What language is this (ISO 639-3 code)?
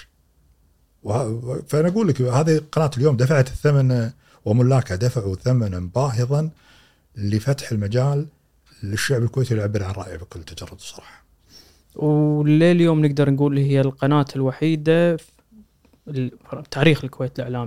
afb